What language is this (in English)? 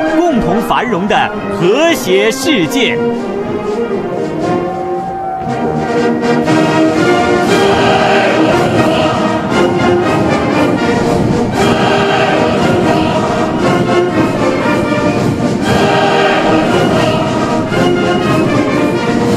Chinese